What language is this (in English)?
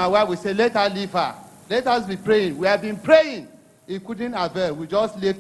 Ewe